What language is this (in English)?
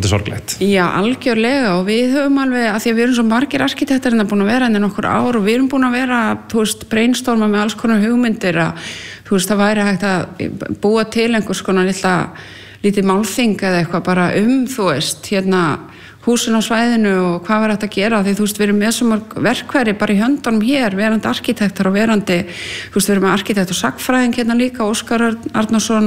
Icelandic